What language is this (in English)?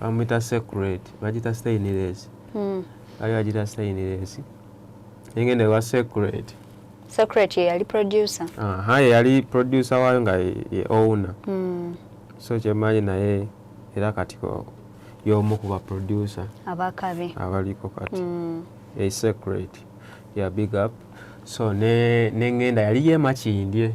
Ganda